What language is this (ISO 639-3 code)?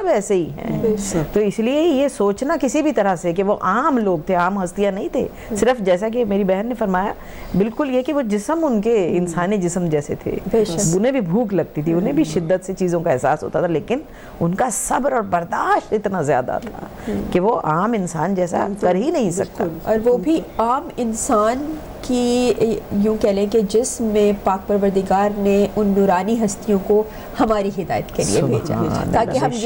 urd